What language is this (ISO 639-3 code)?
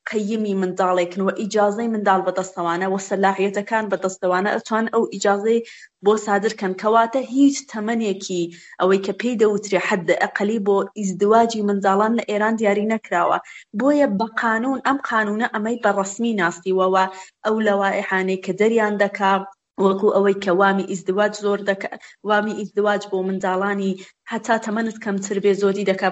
ckb